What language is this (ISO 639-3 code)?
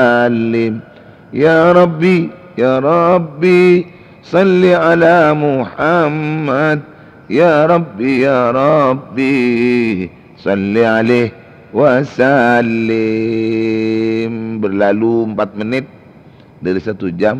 mad